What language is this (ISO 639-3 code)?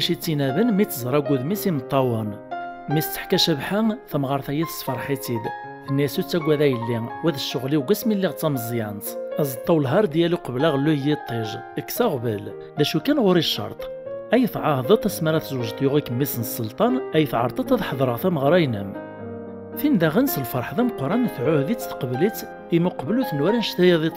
kab